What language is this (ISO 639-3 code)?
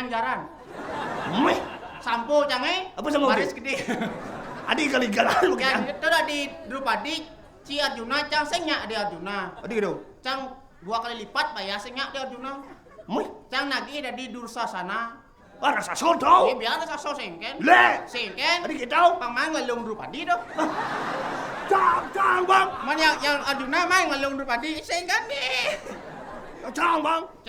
ban